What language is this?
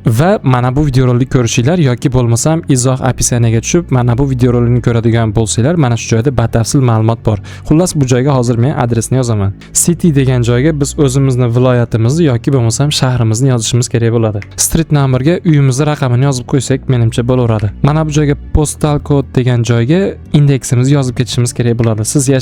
Uzbek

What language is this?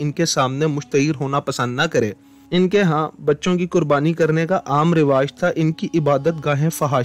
Urdu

